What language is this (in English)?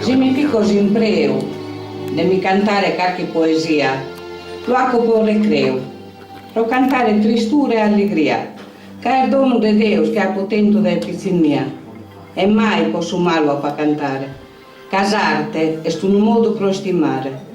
Sardinian